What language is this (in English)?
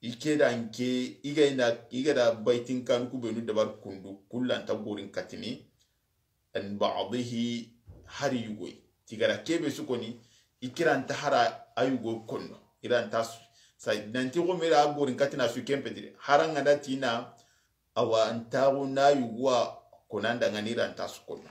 Soninke